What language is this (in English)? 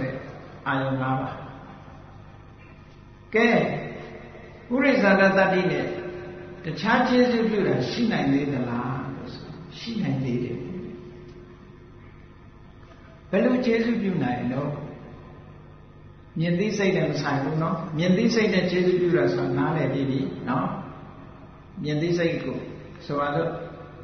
Burmese